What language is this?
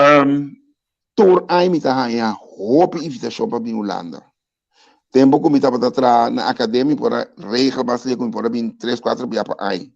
Papiamento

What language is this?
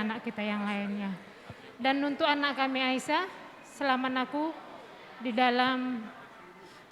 Batak Karo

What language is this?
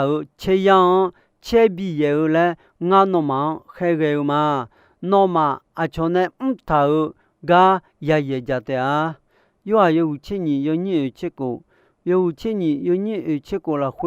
Akha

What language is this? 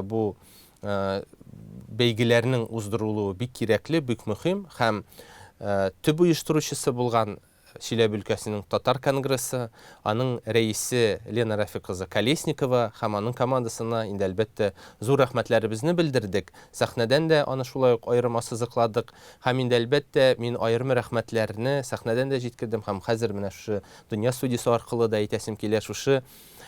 Tatar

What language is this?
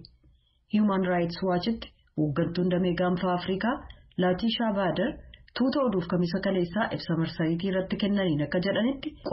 Oromo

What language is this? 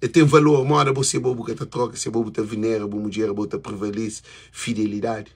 Kabuverdianu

